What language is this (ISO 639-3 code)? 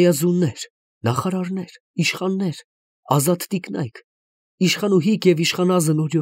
hye